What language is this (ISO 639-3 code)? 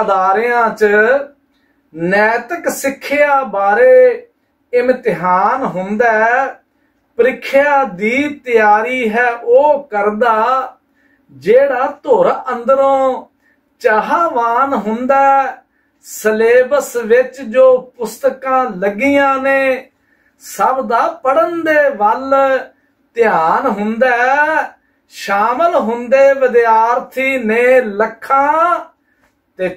pan